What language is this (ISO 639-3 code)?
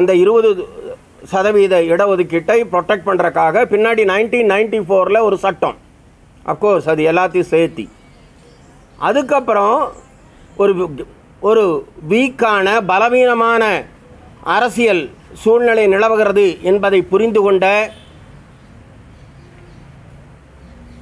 tam